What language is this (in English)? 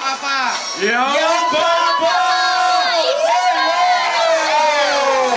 Chinese